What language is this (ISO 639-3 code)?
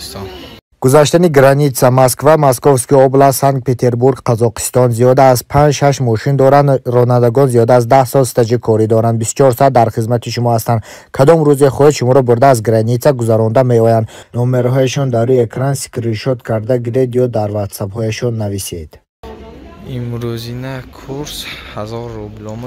tgk